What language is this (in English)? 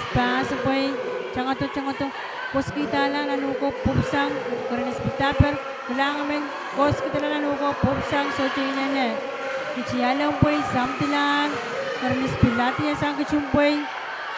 Pohnpeian